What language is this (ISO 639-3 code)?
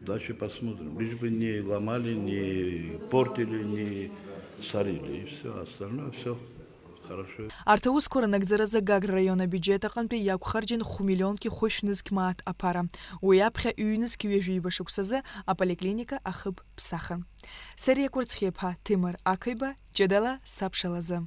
abk